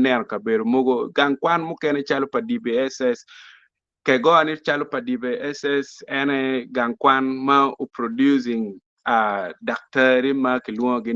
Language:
Acoli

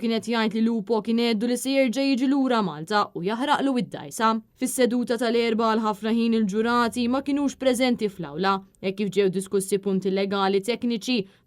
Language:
Maltese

